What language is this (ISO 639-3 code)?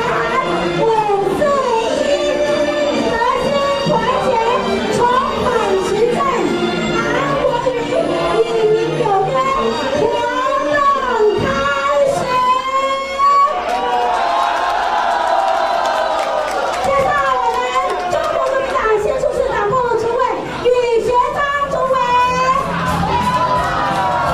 zho